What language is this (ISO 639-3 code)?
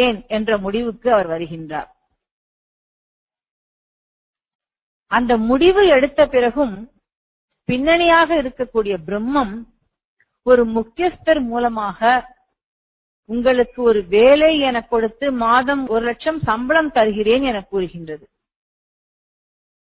tam